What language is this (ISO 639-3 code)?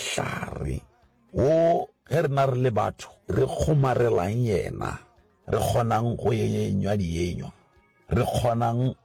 nso